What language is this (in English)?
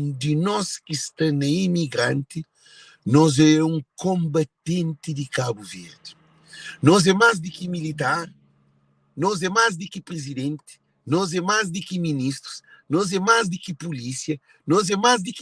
Kabuverdianu